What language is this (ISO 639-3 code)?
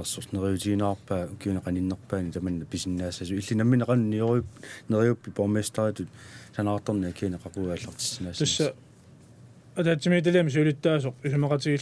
kal